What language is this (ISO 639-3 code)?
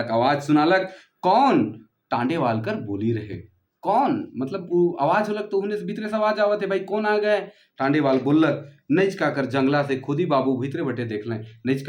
sck